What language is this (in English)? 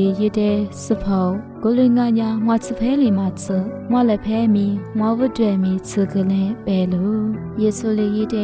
Lisu